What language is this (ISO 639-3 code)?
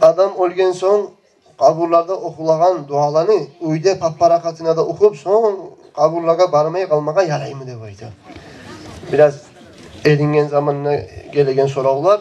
kum